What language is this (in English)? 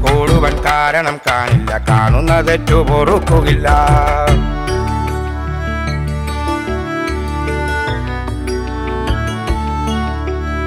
Malayalam